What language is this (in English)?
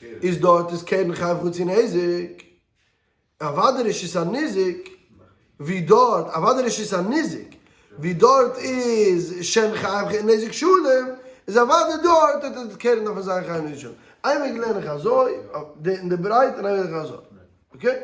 Yiddish